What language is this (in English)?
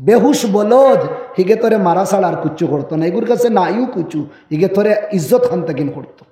Sylheti